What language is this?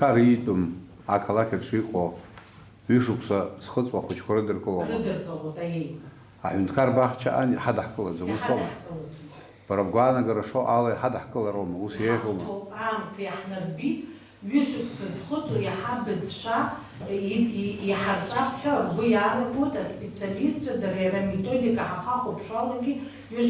Abkhazian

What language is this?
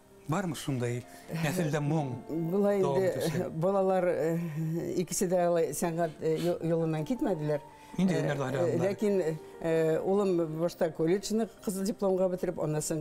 Bashkir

